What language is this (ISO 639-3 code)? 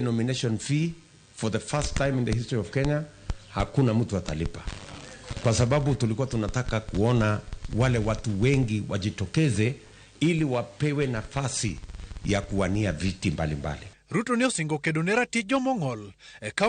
luo